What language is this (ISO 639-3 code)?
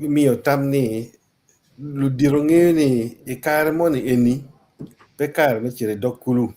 ach